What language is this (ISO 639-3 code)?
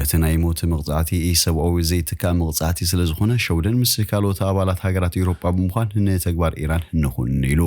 tir